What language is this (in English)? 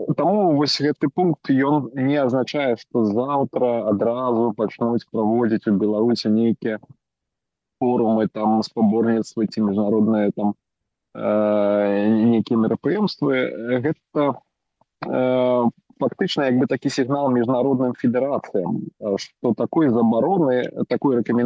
Belarusian